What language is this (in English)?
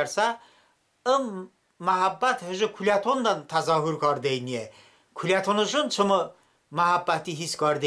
Talysh